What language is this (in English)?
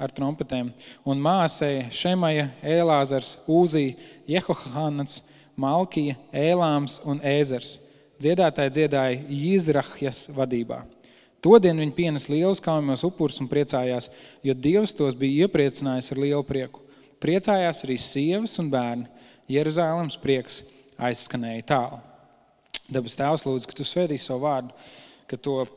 Latvian